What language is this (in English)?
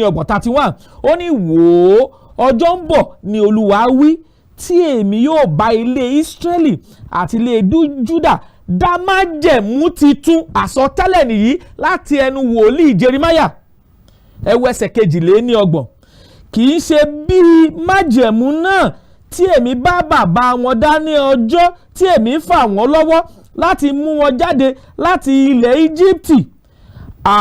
Yoruba